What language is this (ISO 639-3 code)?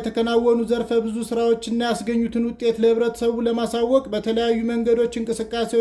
amh